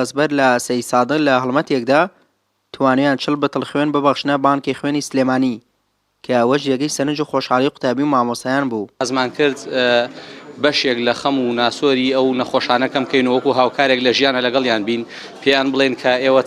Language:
Central Kurdish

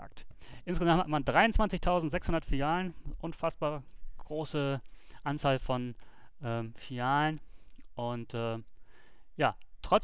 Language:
German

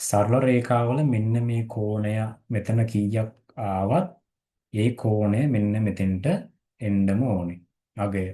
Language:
Sinhala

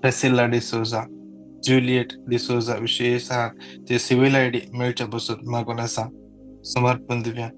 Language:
Konkani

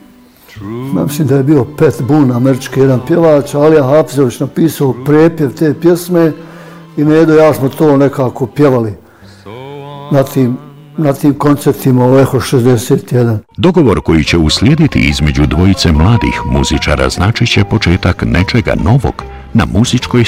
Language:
Bosnian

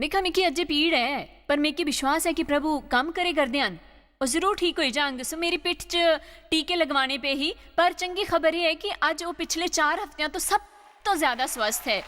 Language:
Dogri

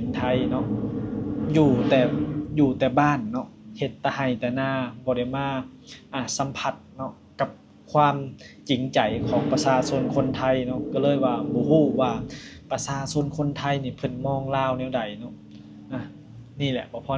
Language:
Lao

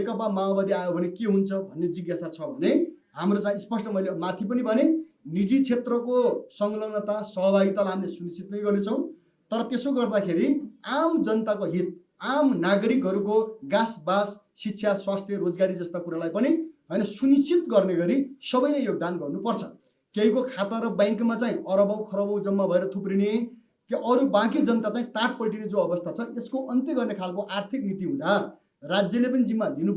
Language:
Nepali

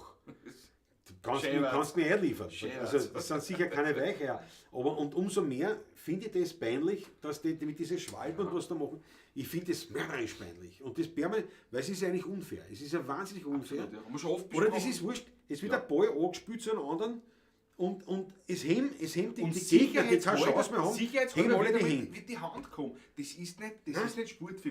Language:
Bavarian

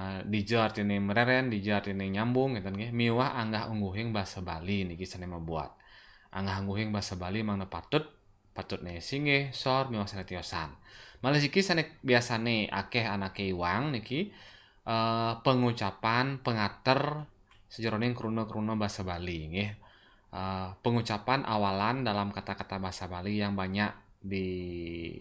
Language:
Balinese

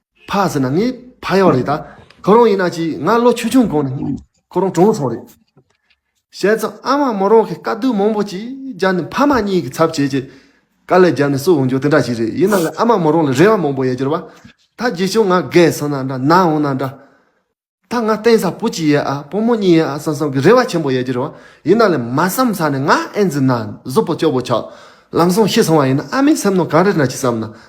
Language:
Tibetan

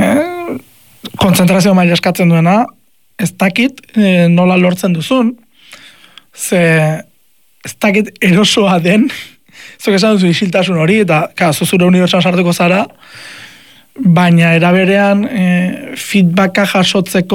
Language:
Basque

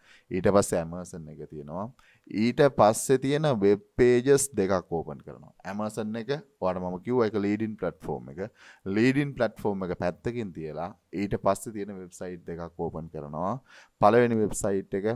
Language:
Sinhala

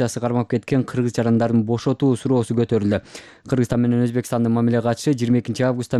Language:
Kyrgyz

